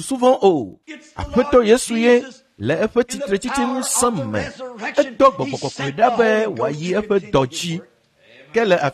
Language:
Ewe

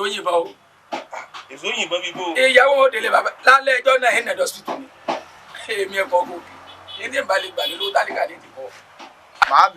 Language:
Yoruba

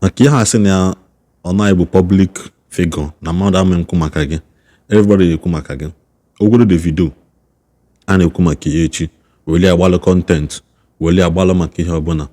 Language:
Igbo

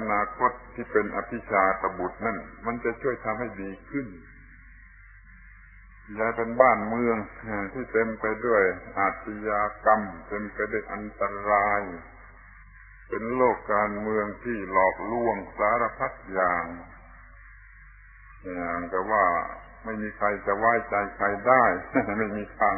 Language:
Thai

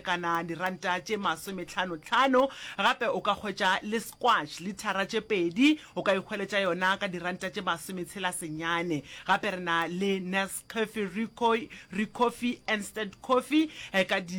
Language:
Northern Sotho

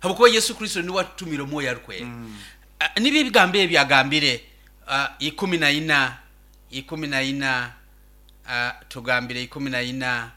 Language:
Nyoro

